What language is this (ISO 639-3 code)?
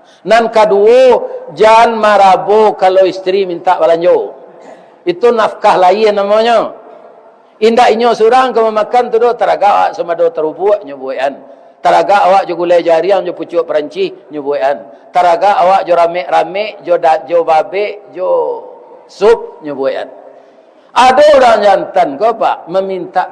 min